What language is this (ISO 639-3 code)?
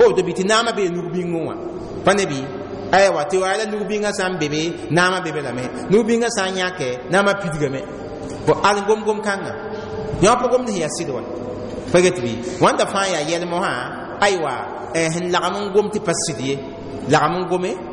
mos